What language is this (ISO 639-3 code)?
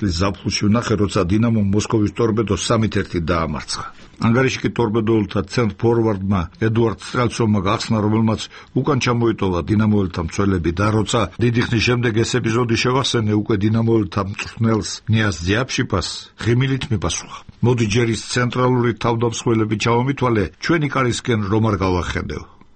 kat